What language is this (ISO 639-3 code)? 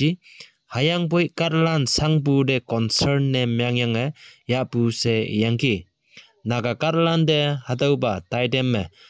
nbe